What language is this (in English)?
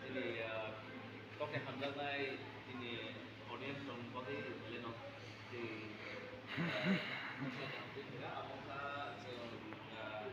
Kok Borok